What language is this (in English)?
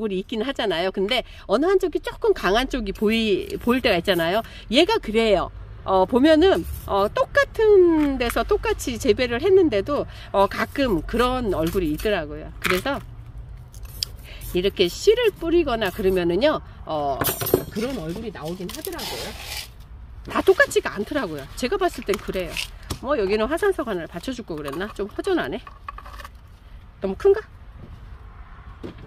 Korean